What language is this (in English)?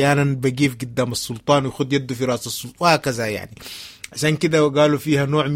Sudanese Arabic